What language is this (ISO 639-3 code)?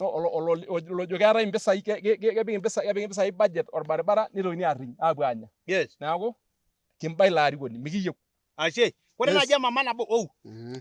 mas